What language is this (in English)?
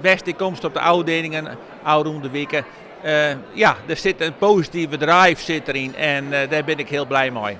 Western Frisian